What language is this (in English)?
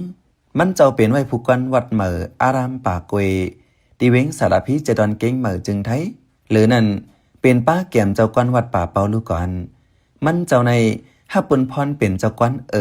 Shan